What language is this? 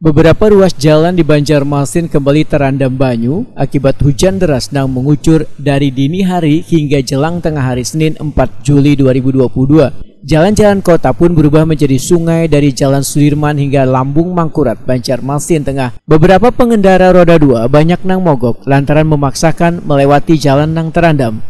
Banjar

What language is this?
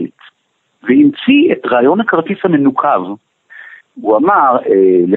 Hebrew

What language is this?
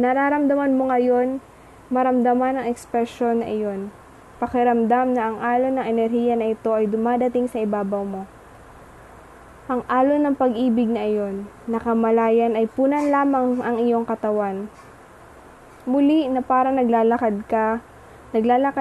Filipino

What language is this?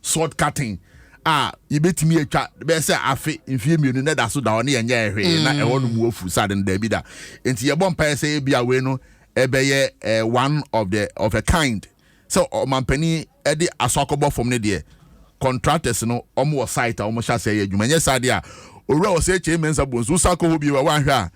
Akan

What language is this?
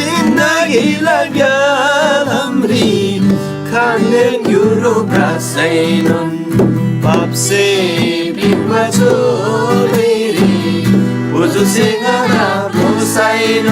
Eastern Tamang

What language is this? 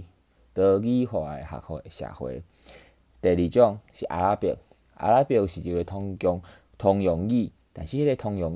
Min Nan Chinese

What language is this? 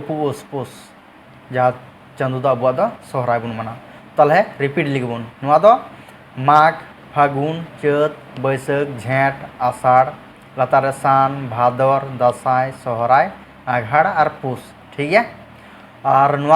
Santali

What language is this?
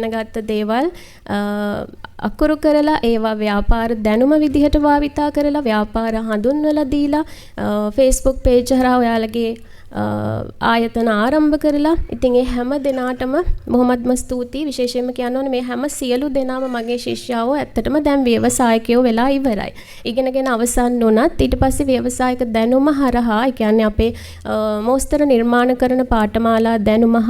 Sinhala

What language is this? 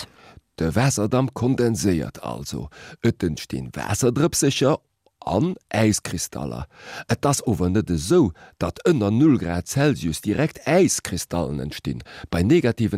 Luxembourgish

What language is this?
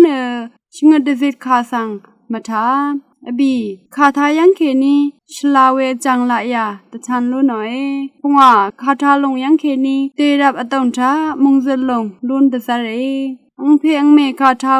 Rawang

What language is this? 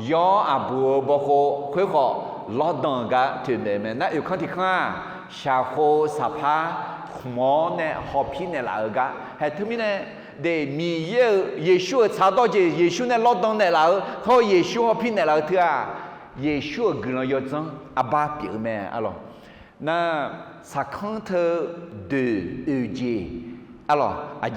Akha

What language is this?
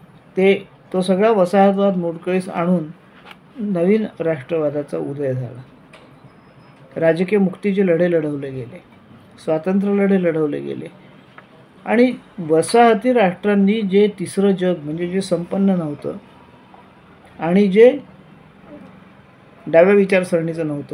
Marathi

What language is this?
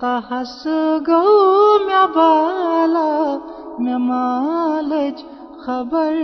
Kashmiri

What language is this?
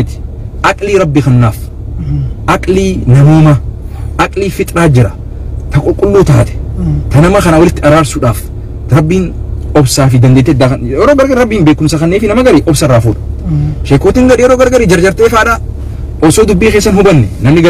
Oromo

